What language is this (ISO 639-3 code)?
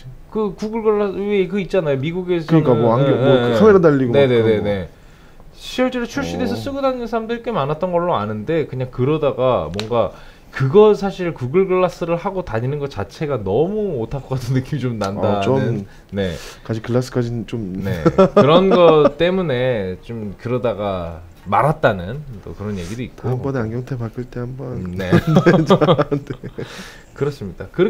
kor